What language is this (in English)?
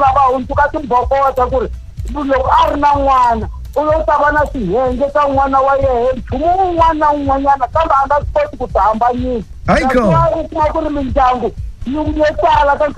Tsonga